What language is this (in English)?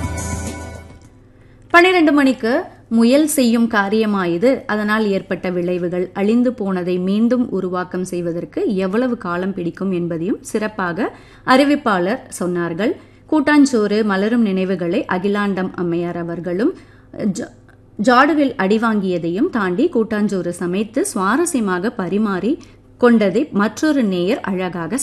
Tamil